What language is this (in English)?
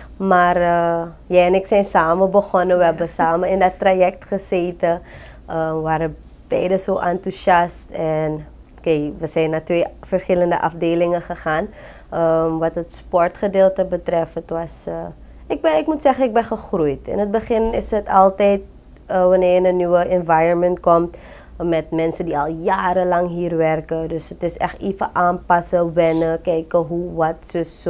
Dutch